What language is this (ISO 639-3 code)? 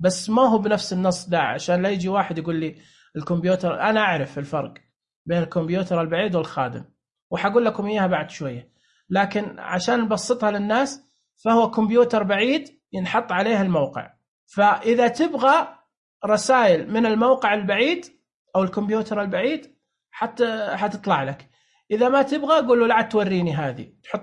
ars